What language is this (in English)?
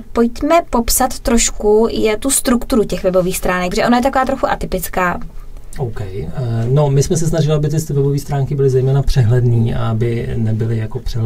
Czech